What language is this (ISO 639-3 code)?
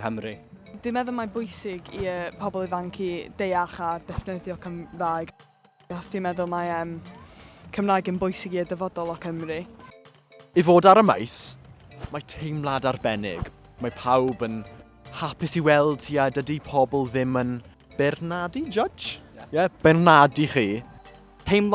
cym